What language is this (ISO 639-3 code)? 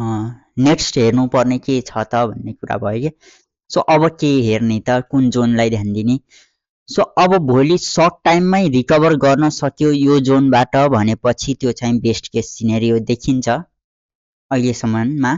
nep